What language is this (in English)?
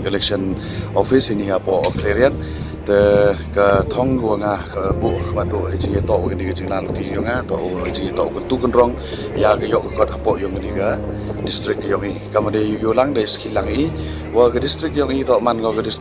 Khasi